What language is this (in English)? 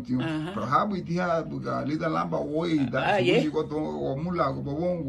Garifuna